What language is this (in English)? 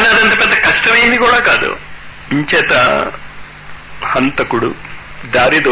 Telugu